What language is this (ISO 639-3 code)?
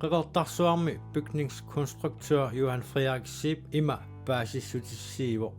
kal